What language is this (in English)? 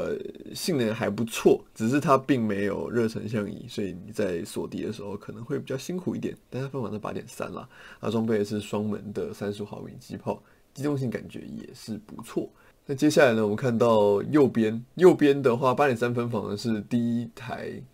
Chinese